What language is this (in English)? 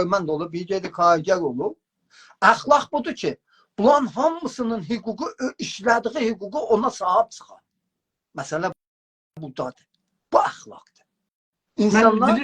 South Azerbaijani